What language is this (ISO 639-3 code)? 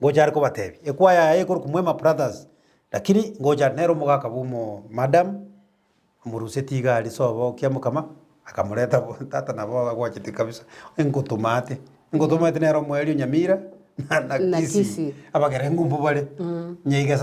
guz